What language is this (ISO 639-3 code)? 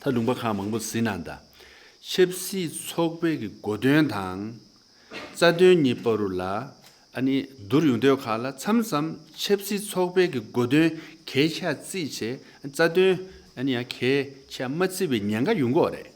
bod